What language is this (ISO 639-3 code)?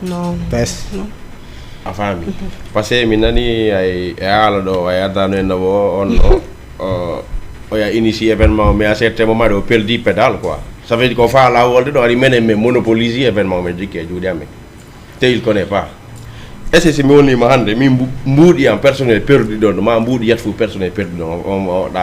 ful